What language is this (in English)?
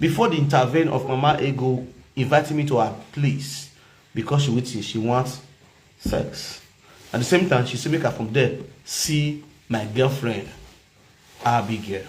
Nigerian Pidgin